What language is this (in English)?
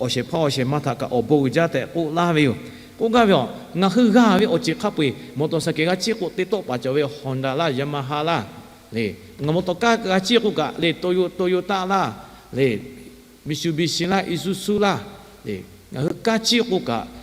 Lahu